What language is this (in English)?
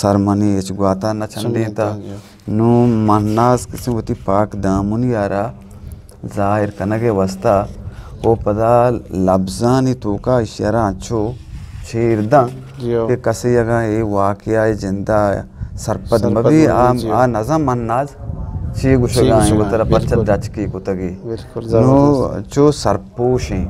Eastern Balochi